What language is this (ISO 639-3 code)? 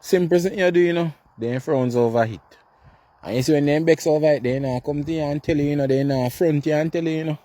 jam